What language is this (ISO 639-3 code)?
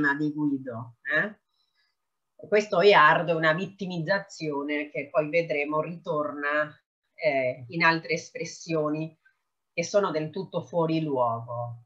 ita